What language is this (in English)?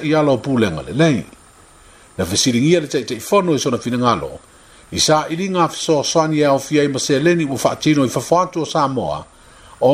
Samoan